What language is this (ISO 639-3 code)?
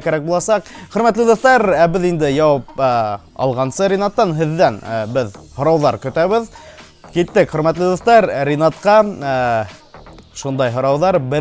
bak